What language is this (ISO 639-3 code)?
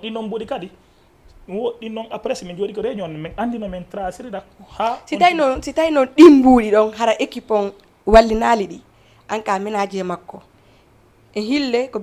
ful